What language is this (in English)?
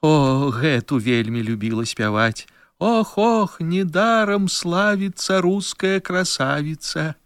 Belarusian